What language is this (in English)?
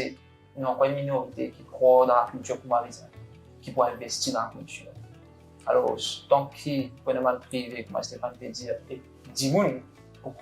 Morisyen